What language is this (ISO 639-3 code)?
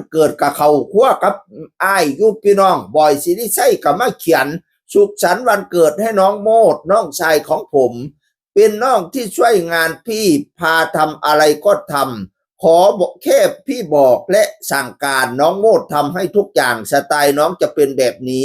tts